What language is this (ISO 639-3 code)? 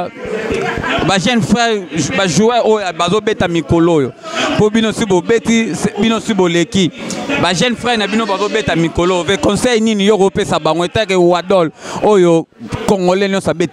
lin